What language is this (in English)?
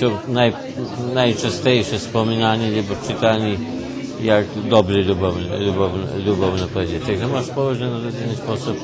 Rusyn